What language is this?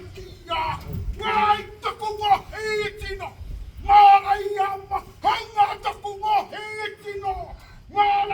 Māori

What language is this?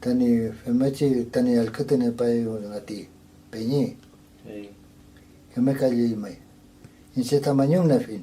Mapuche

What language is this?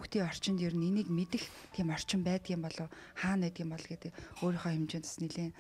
Mongolian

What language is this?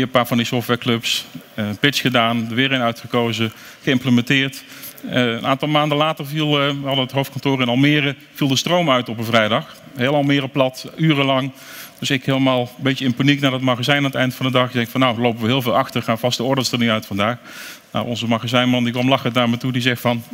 Dutch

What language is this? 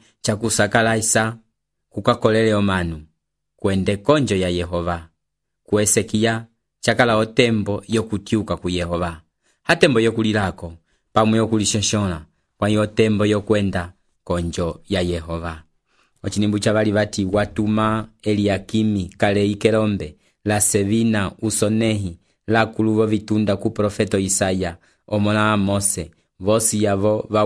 Umbundu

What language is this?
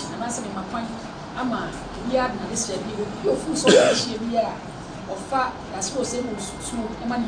Akan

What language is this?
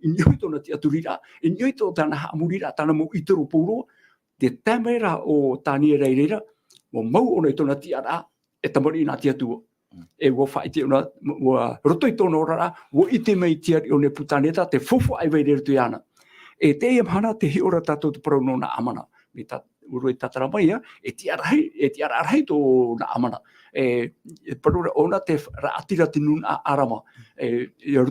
Tahitian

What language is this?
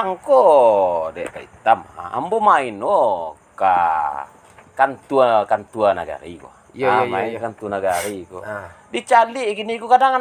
Minangkabau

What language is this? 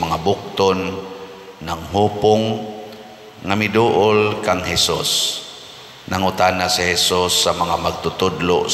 Cebuano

